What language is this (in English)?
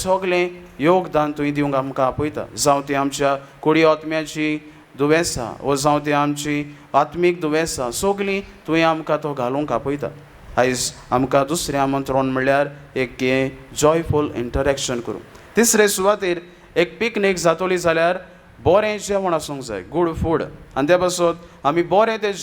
Konkani